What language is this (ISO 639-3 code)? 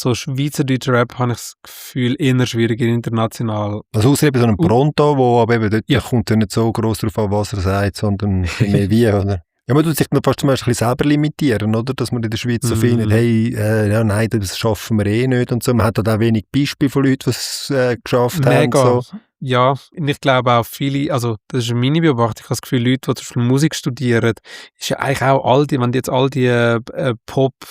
gsw